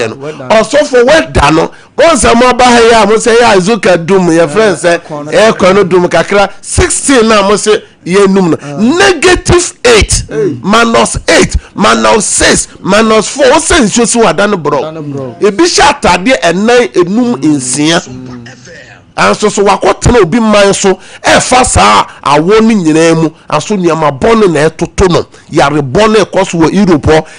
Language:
Akan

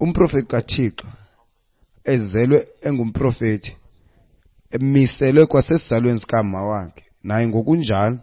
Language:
Xhosa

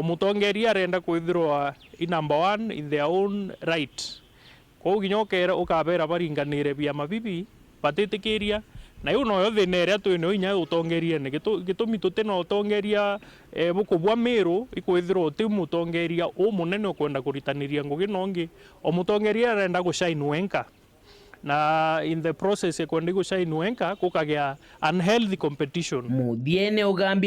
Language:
Meru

